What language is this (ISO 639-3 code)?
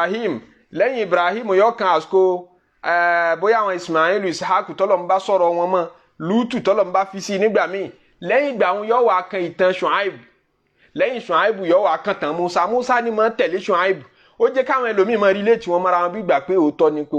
yor